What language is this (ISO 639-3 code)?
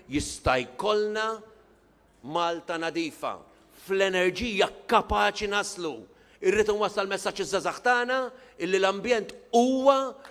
mlt